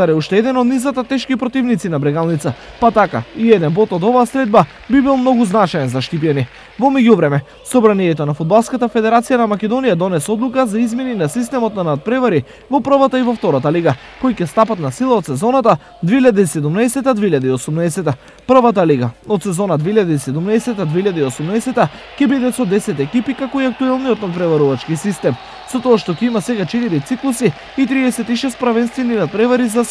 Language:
Macedonian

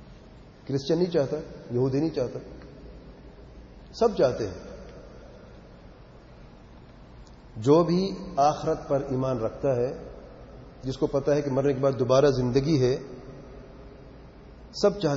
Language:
Urdu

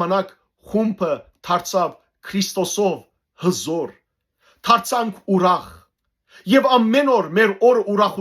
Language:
Western Armenian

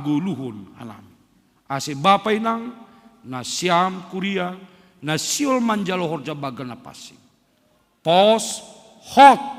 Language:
Batak Simalungun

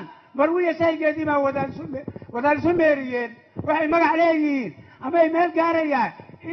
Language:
Somali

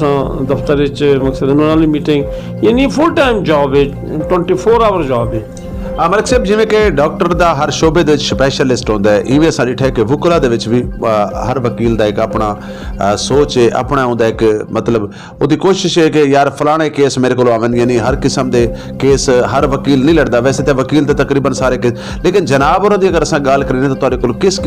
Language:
Saraiki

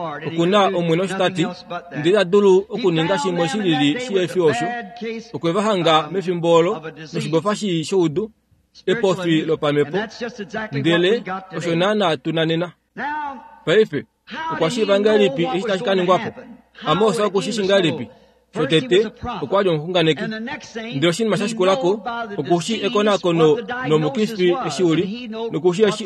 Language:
Kuanyama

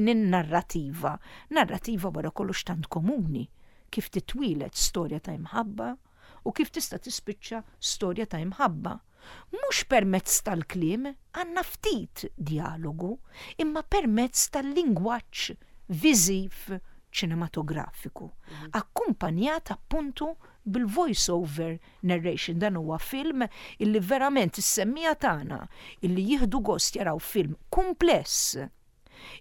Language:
Maltese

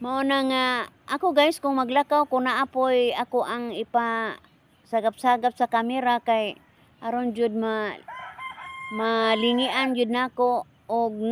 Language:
Cebuano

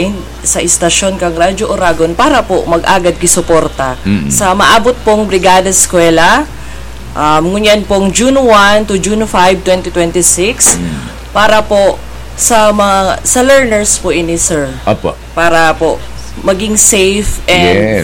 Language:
Bikol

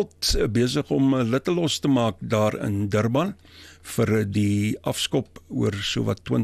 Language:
Afrikaans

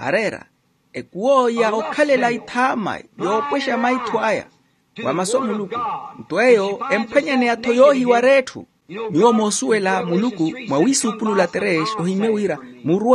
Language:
Makhuwa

